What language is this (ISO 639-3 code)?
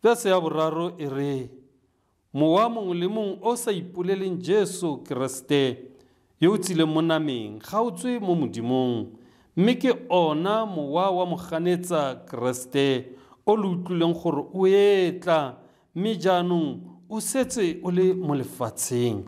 tsn